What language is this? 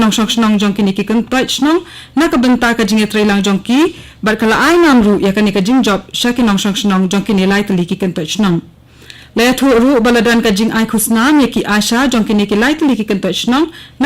Khasi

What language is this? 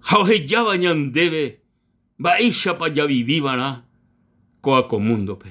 Guarani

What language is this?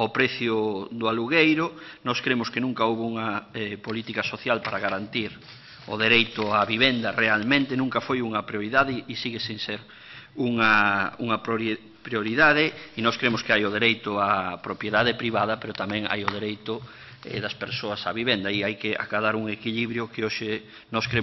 Galician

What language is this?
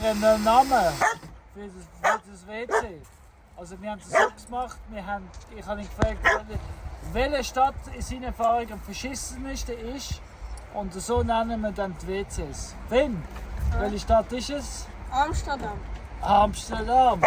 Swiss German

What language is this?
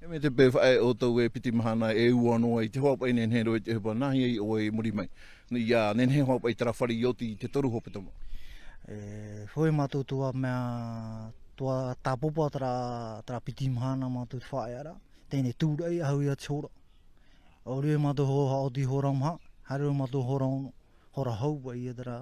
Tahitian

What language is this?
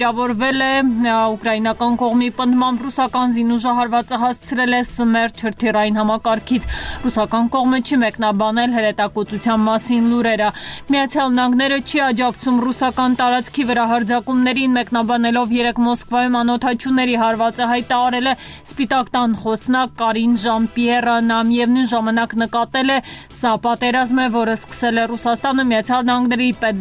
Armenian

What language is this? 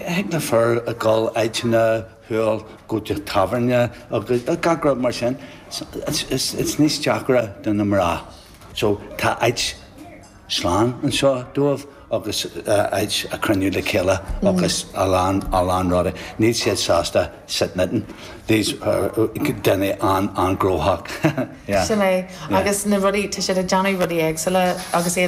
Irish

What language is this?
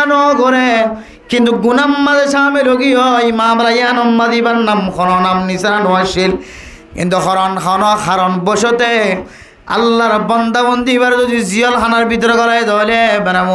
Rohingya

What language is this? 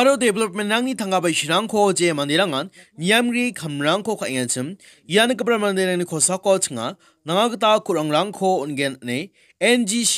Garo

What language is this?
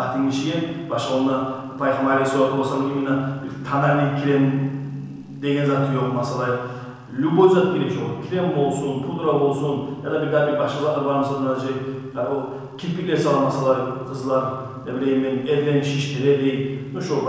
Kumyk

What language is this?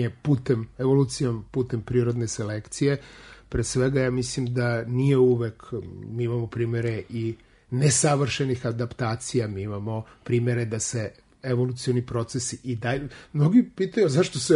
Serbian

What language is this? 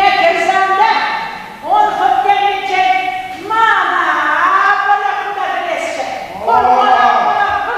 Chuvash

